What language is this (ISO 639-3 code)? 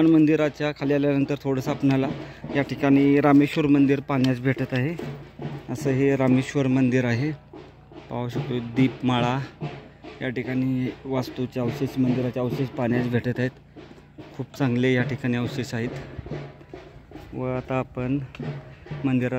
mar